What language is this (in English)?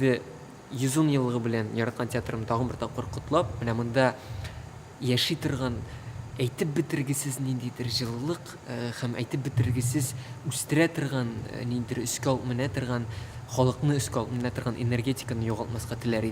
Tatar